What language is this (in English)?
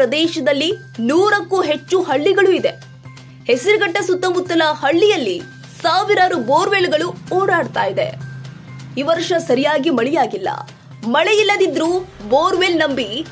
Kannada